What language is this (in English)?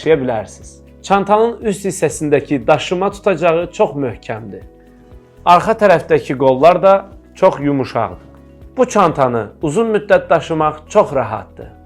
Azerbaijani